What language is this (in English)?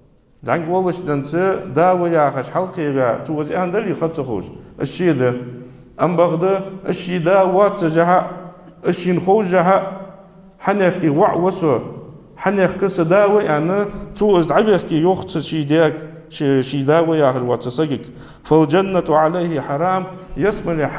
Ingush